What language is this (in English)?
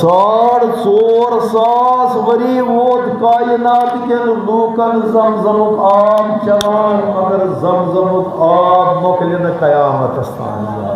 Kashmiri